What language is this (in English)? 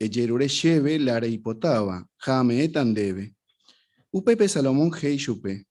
Guarani